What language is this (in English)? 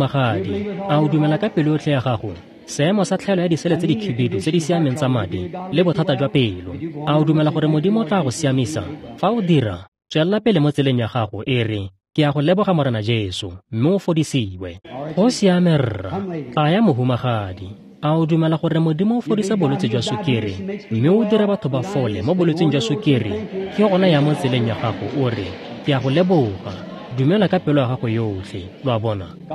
Tswana